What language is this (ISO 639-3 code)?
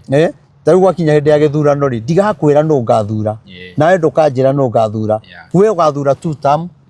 kik